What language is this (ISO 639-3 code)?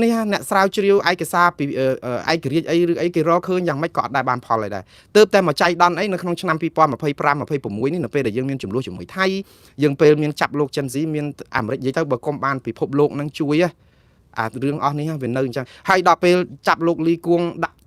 khm